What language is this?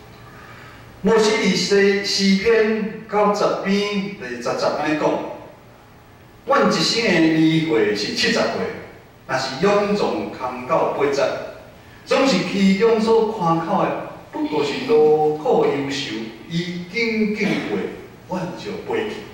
Min Nan Chinese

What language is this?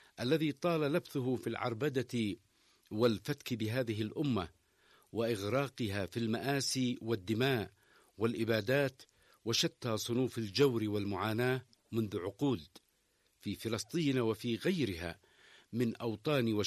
Arabic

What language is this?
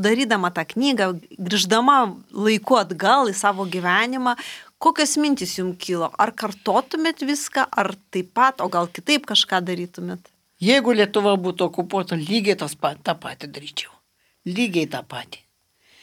Lithuanian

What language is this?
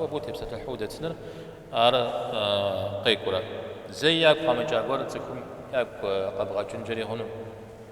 Kabardian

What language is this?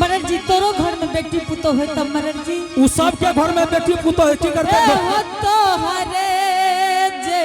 Angika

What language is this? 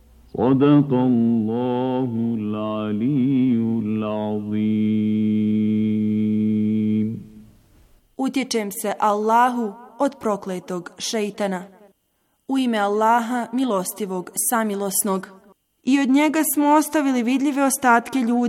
Bosnian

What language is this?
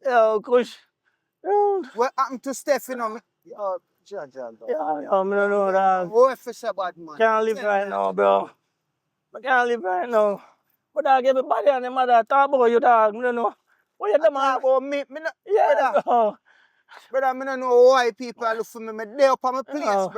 Jamaican Creole English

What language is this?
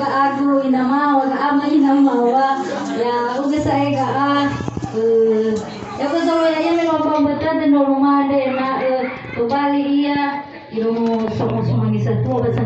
Nias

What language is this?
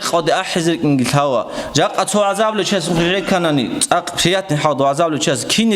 Avaric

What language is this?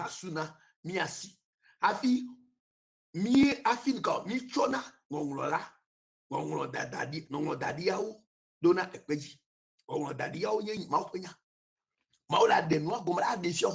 Ewe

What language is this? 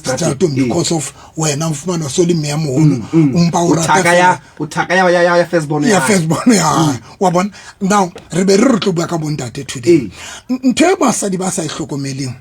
Southern Sotho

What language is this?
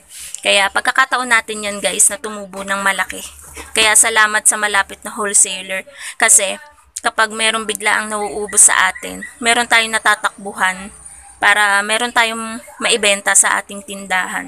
Filipino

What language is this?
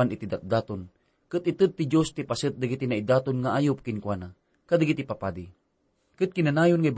Iloko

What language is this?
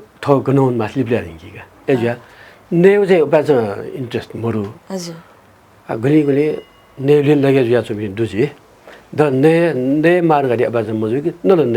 Newari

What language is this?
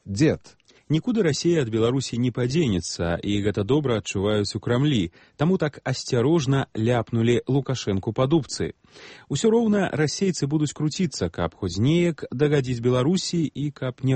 Belarusian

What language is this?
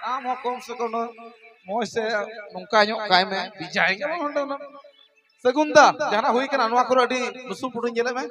Santali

